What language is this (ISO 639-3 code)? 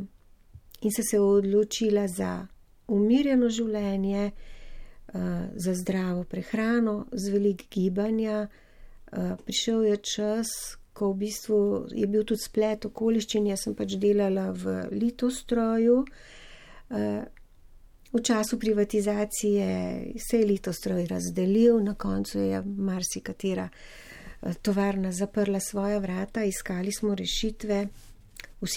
slv